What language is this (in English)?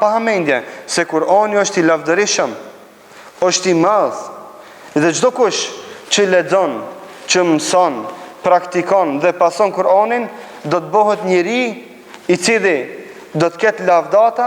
Albanian